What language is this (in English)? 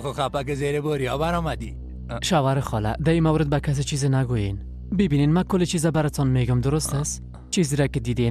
Persian